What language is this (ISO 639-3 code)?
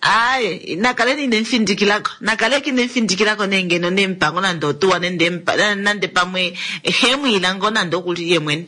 kua